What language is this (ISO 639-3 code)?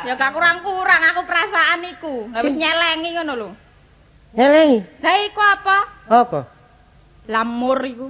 jav